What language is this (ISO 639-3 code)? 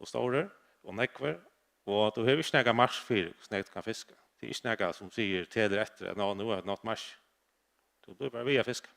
fao